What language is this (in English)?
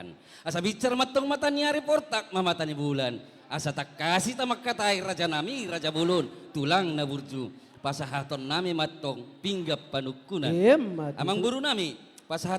Batak Toba